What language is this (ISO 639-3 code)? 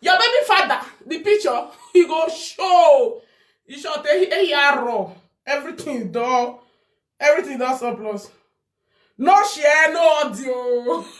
pcm